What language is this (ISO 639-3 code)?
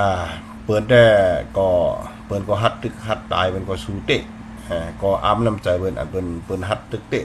shn